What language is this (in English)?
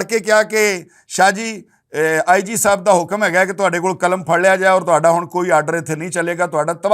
Western Panjabi